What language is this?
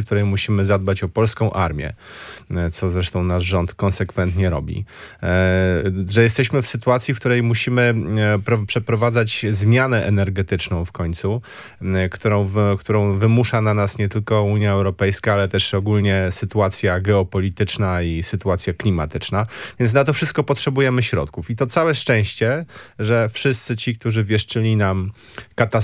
Polish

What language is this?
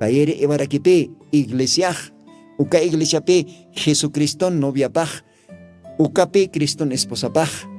Aymara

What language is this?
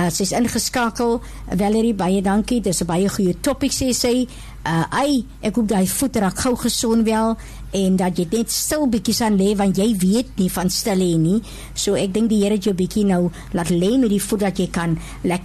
Afrikaans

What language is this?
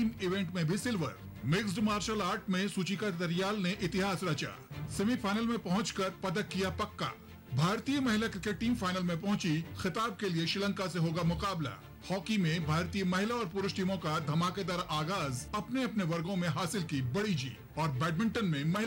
Hindi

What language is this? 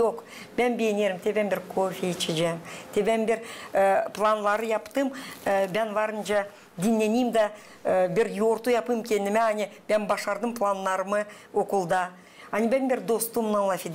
Gagauz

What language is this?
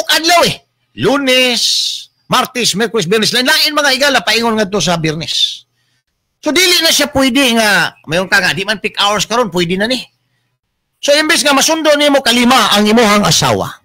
Cebuano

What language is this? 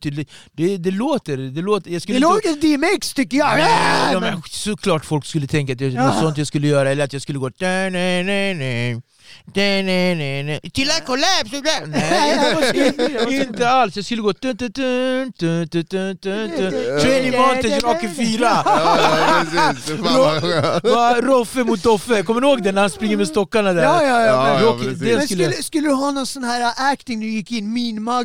Swedish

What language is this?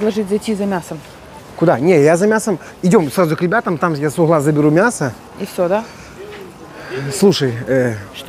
Russian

